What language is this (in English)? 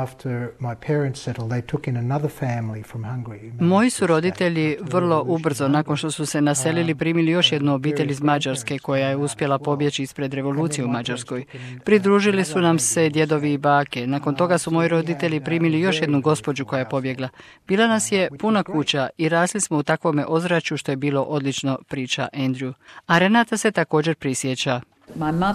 Croatian